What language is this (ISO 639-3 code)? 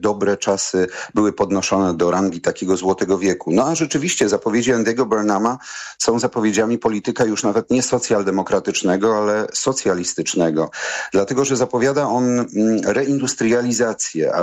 pol